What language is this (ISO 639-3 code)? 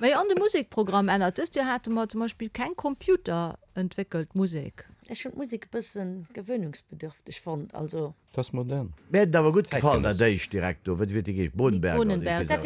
ltz